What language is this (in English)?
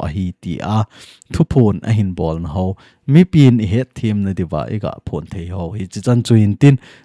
Thado Chin